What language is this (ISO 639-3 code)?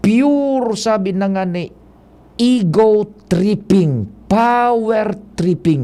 bik